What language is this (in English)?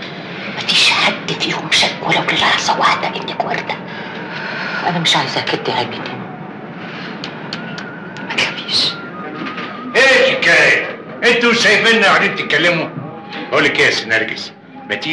Egyptian Arabic